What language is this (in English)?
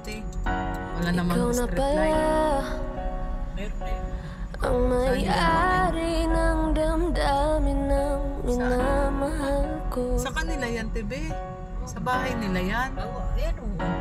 Filipino